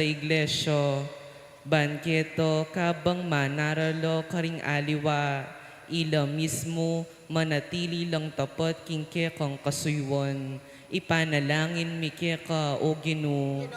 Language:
Pampanga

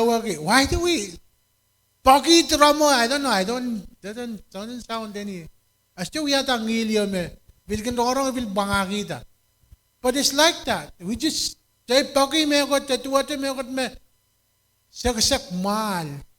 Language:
Pohnpeian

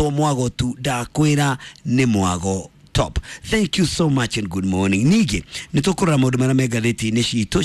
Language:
Kikuyu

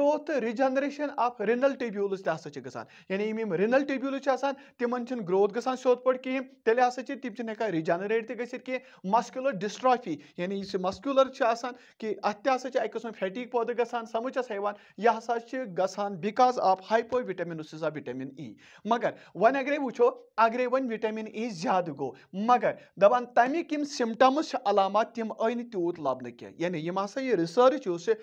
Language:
Kashmiri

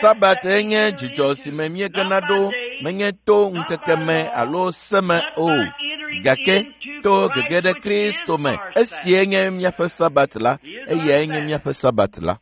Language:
Ewe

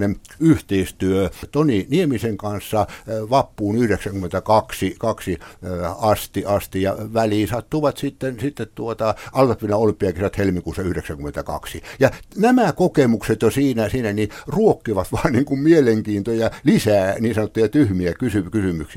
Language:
Finnish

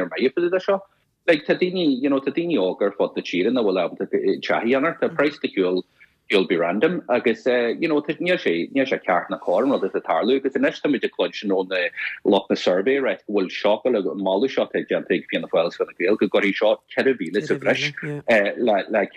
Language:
Irish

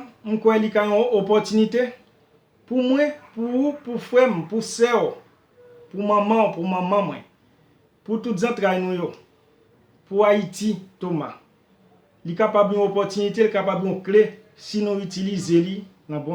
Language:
Haitian Creole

